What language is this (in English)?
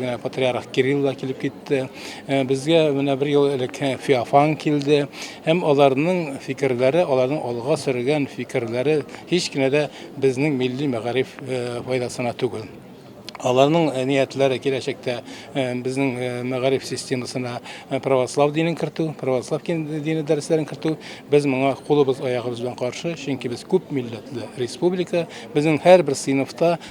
Tatar